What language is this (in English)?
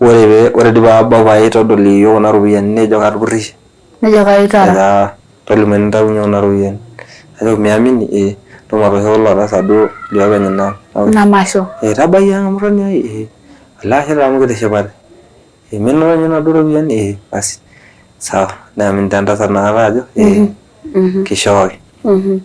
Masai